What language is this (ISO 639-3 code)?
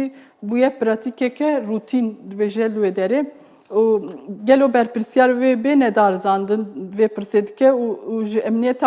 kur